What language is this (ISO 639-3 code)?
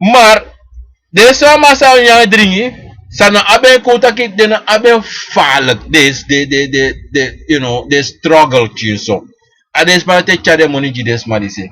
srn